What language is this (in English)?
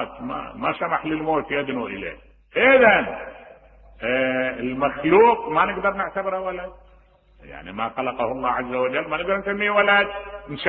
Mesopotamian Arabic